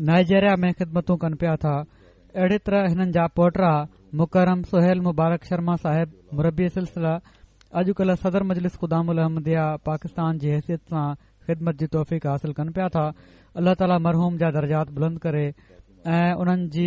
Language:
Sindhi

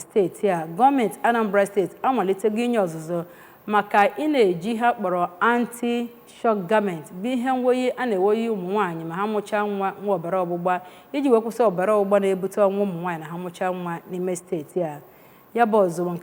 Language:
Igbo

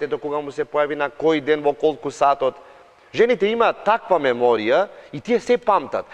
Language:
Macedonian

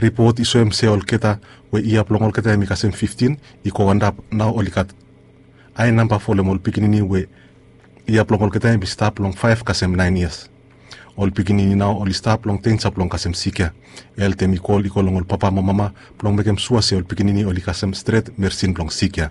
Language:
Bislama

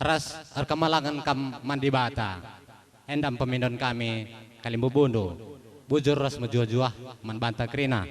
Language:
Batak Karo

